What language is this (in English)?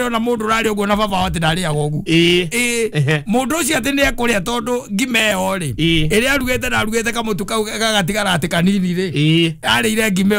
Kikuyu